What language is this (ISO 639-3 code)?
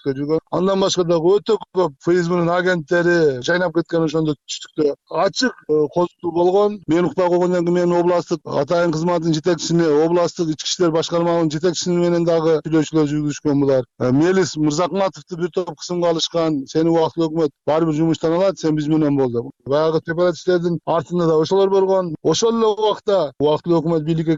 kir